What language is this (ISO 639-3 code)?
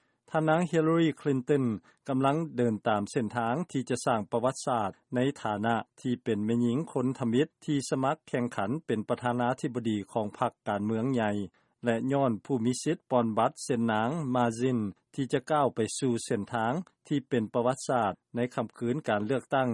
lao